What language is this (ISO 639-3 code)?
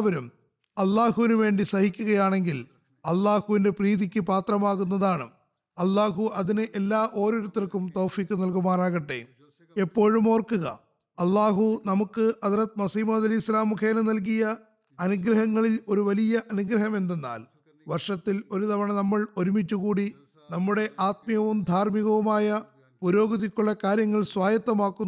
mal